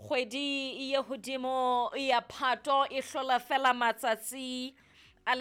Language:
Southern Sotho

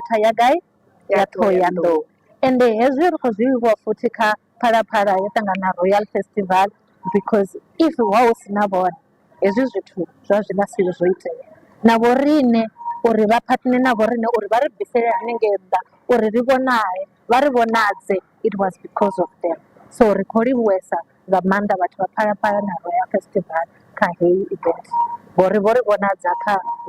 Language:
Venda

